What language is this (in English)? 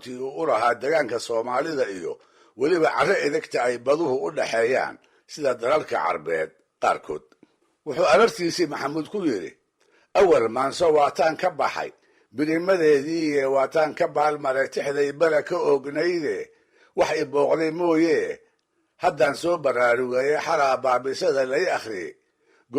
Somali